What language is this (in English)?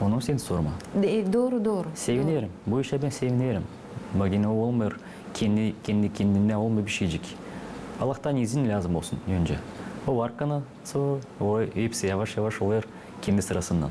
Gagauz